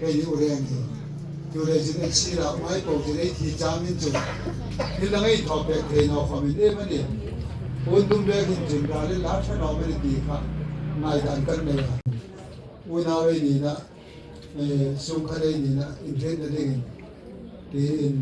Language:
Hmar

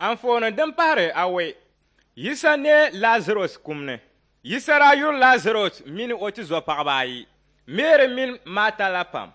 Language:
Dagbani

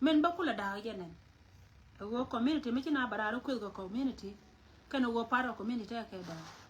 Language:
Nuer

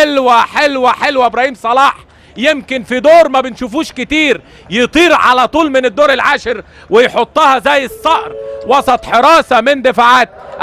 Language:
Egyptian Arabic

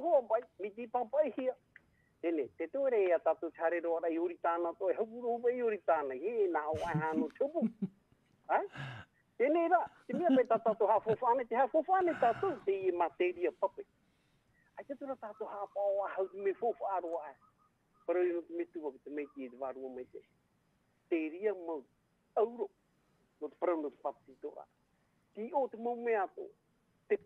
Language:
Tahitian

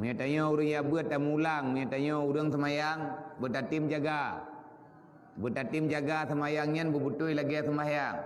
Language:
Achinese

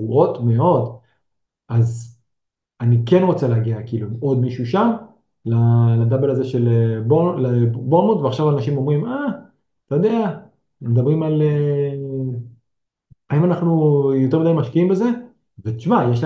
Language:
Hebrew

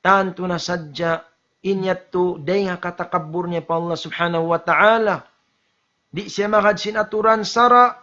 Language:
Tausug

